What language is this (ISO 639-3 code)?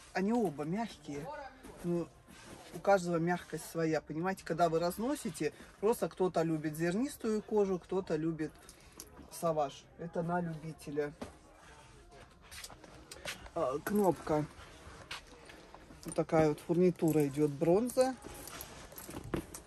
rus